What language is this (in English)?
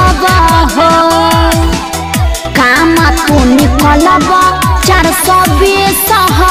Bhojpuri